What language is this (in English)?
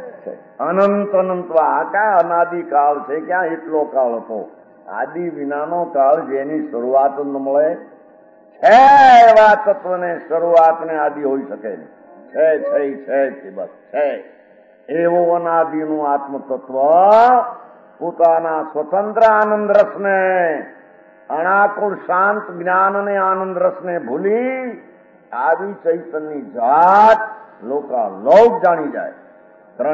Gujarati